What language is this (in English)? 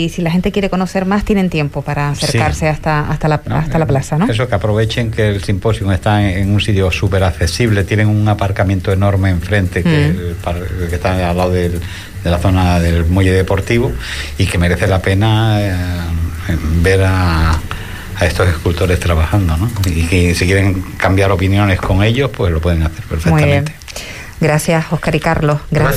Spanish